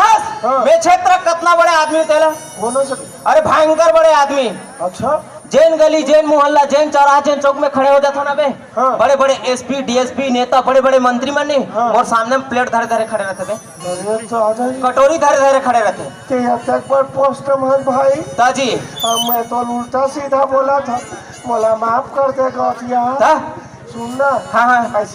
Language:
Chhattisgarhi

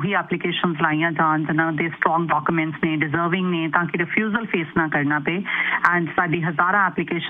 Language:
Punjabi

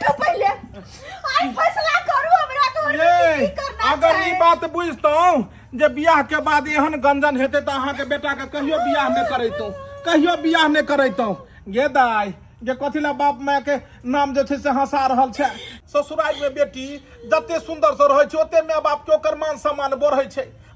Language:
Maithili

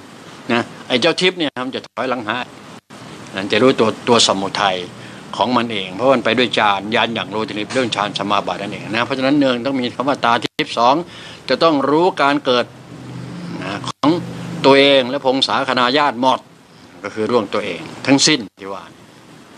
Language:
Thai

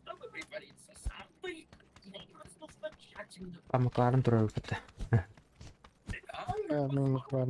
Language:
Yakut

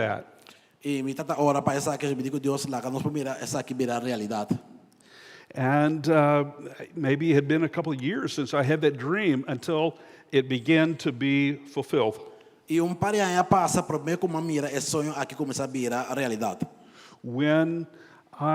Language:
Papiamento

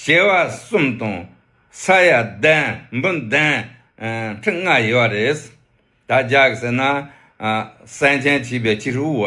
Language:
Tibetan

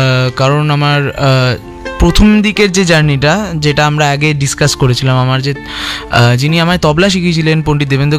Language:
Bangla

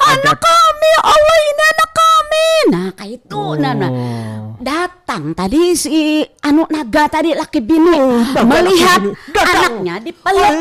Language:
Banjar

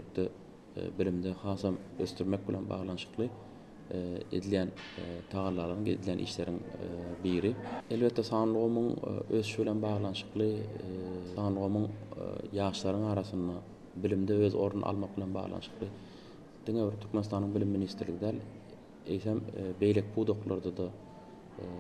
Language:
Turkmen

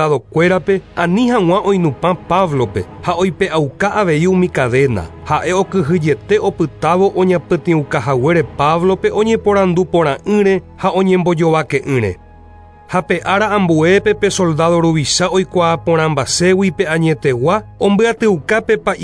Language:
Guarani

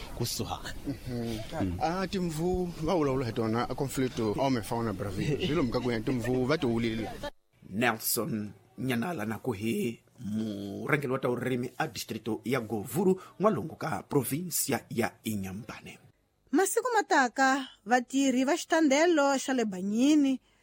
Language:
Tsonga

